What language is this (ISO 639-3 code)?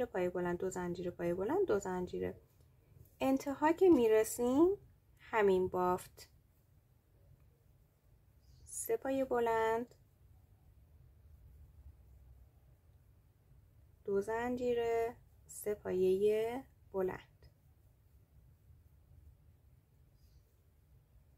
fas